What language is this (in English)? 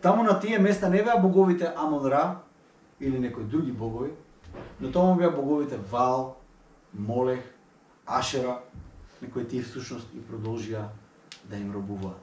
Macedonian